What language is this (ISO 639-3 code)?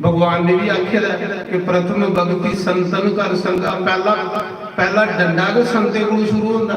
doi